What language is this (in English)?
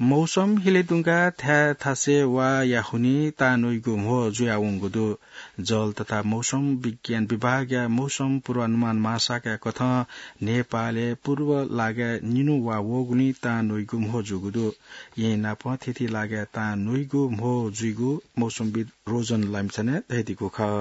Newari